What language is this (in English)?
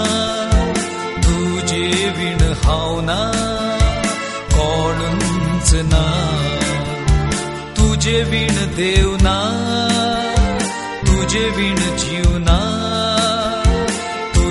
Konkani